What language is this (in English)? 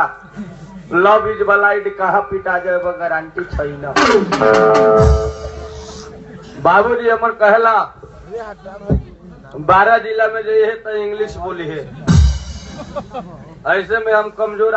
Bhojpuri